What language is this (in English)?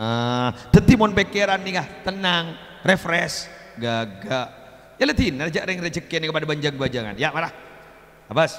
Madurese